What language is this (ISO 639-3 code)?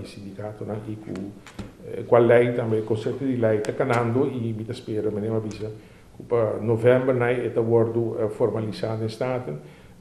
pap